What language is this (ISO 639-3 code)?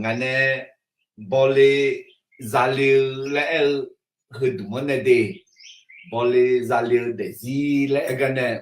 ahk